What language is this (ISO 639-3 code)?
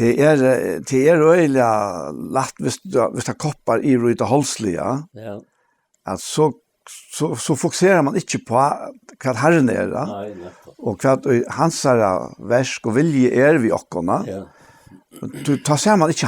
fao